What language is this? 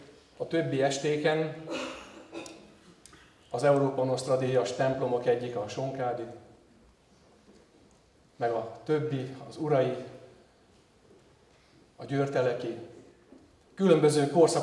Hungarian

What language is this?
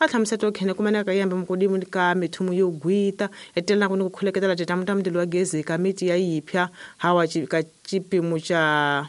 Tsonga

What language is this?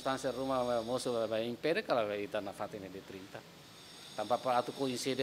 Tetum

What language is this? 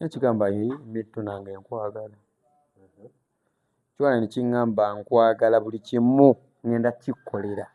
Ganda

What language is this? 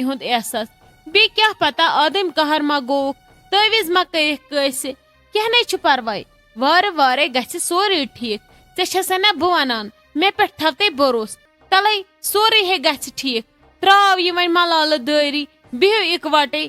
Kashmiri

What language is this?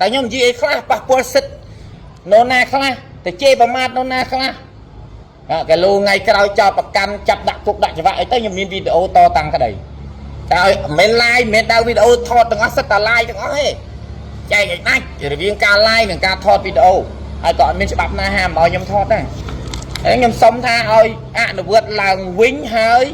Khmer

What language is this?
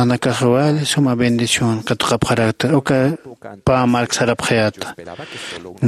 Aymara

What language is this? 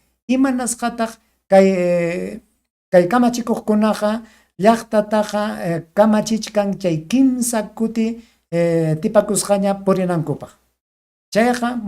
Ayacucho Quechua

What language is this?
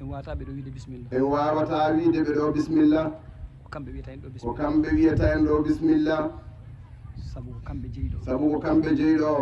Fula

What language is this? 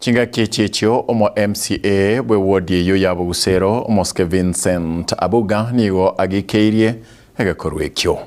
Gusii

